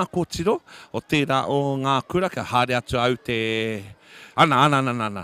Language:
Māori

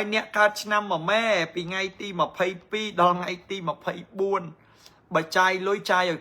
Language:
Khmer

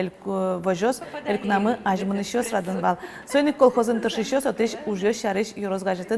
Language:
Udmurt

